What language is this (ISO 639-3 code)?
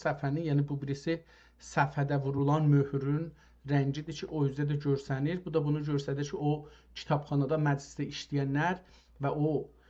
azb